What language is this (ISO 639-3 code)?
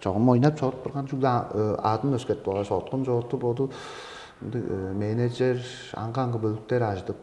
tyv